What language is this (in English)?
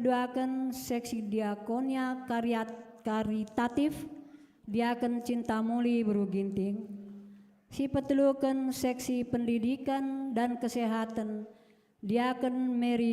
Batak Karo